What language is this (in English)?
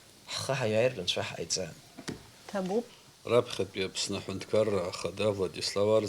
Abkhazian